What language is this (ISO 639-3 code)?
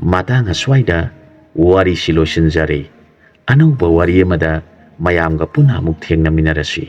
mni